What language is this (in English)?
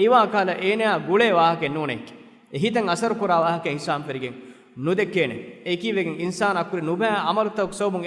Divehi